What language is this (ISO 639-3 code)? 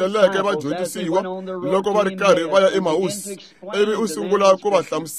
tso